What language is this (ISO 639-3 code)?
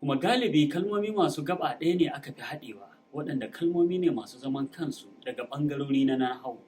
hau